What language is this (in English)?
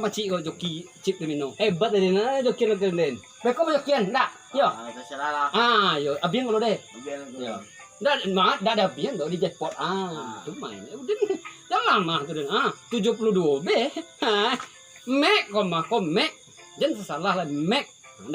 Minangkabau